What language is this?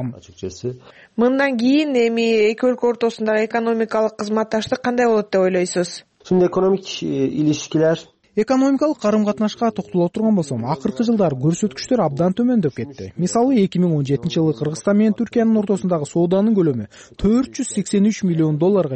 Kyrgyz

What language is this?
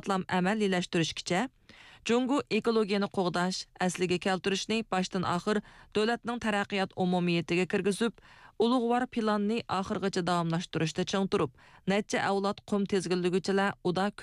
Uyghur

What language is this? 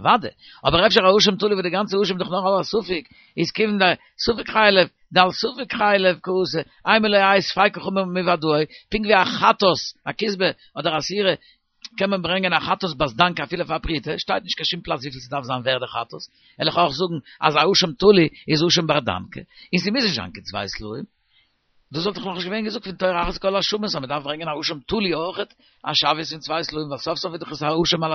Yiddish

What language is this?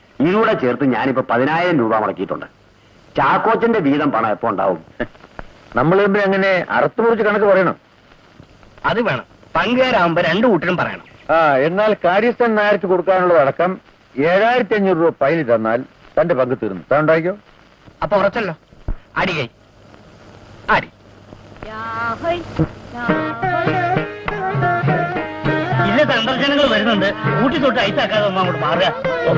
Malayalam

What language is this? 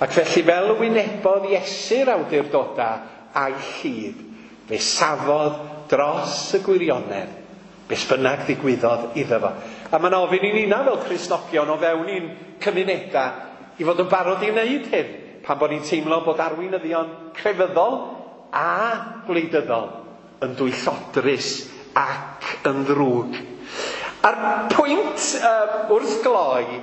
Welsh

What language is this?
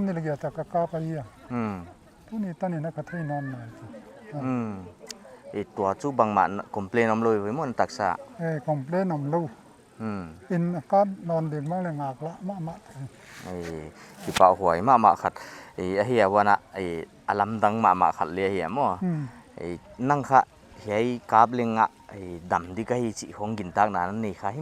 Paite Chin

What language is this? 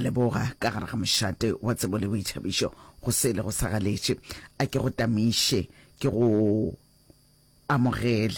Northern Sotho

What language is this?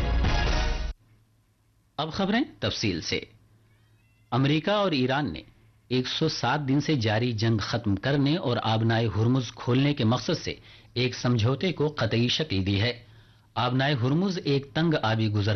Urdu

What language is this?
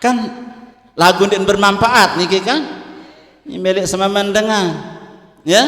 Sasak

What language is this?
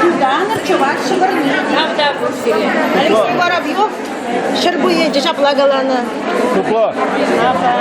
Chuvash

